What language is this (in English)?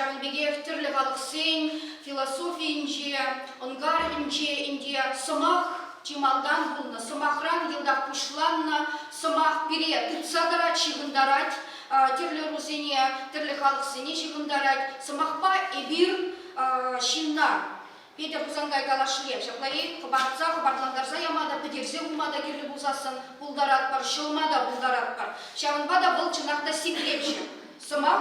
Chuvash